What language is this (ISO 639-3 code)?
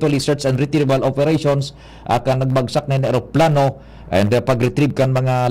bik